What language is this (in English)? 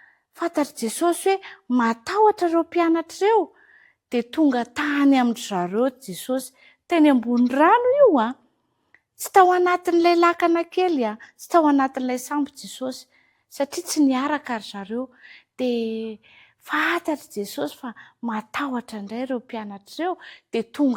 Malagasy